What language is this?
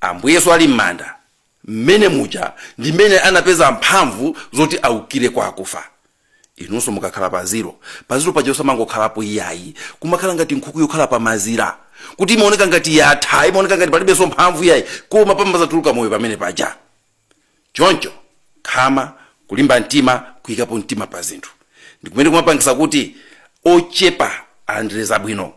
Nyanja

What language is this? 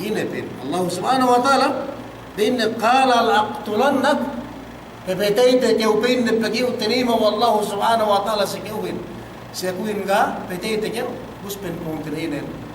Yakan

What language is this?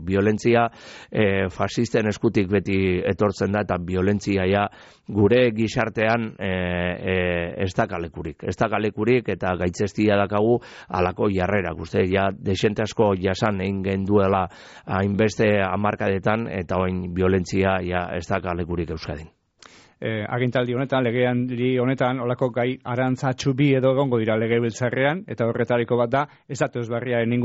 Basque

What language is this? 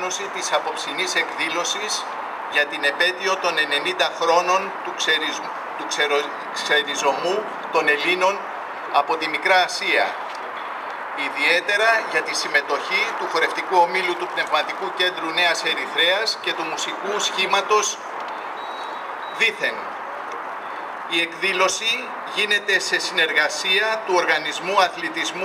Greek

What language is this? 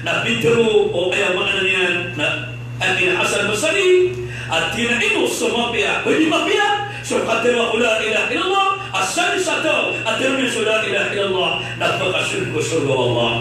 Maranao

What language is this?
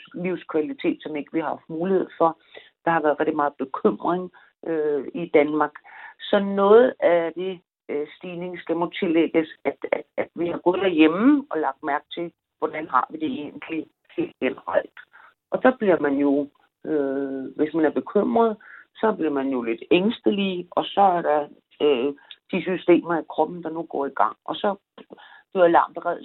Danish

